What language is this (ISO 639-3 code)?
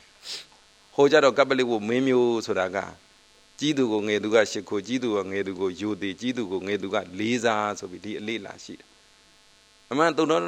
mya